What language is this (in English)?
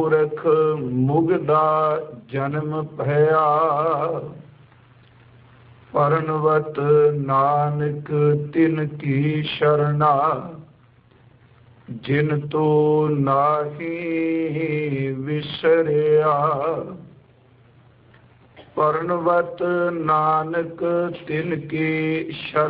Punjabi